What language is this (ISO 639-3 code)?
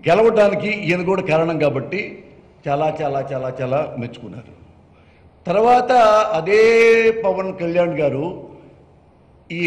tel